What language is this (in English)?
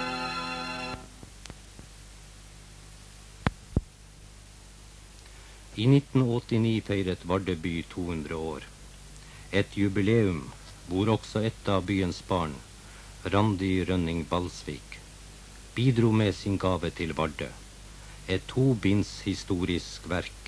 Norwegian